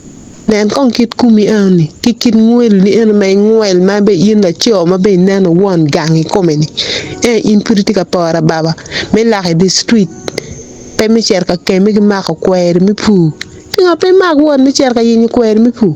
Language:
Acoli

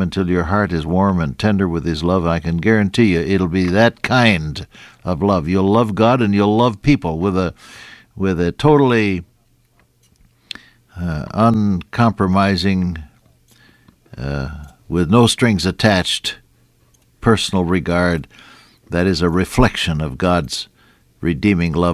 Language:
English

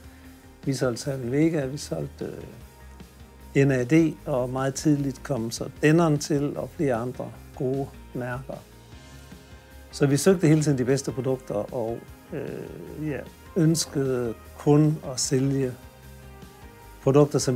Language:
Danish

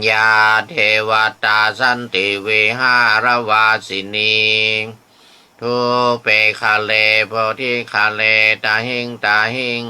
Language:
Pali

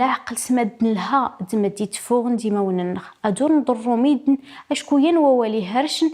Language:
Kabyle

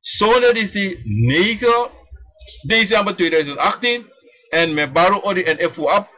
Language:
Sranan Tongo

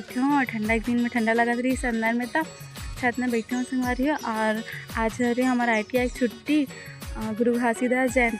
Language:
Chhattisgarhi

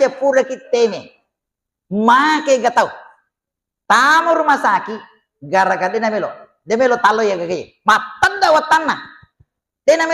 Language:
Buginese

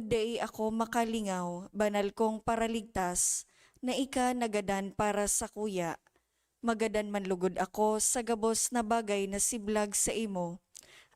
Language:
Bikol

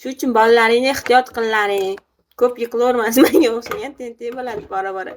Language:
Uzbek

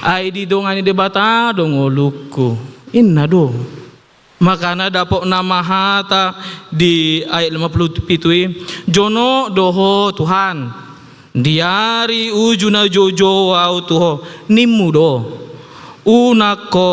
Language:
Batak Toba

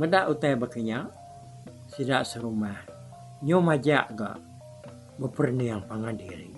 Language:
Iban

